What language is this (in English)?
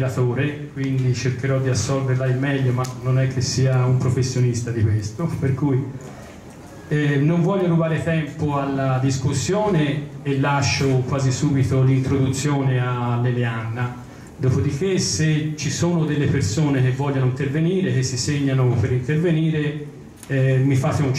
Italian